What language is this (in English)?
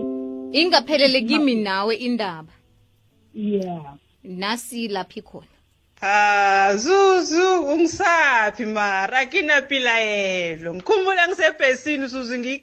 South Ndebele